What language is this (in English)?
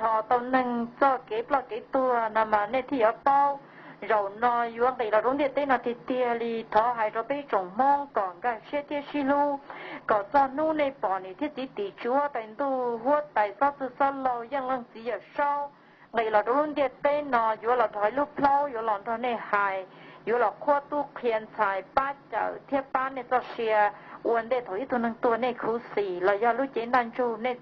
Hmong